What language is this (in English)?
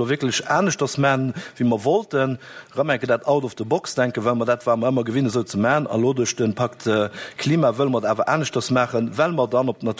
Luxembourgish